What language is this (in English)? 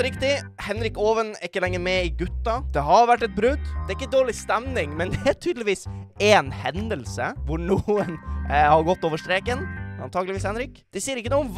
Norwegian